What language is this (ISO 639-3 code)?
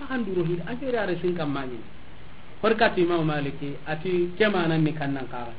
snk